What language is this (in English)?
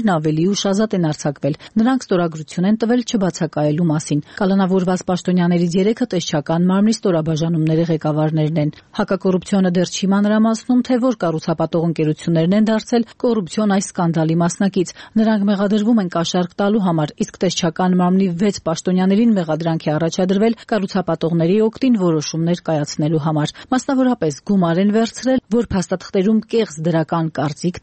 Armenian